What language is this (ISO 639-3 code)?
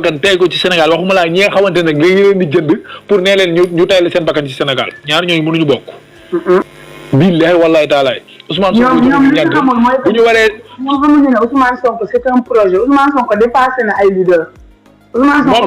wol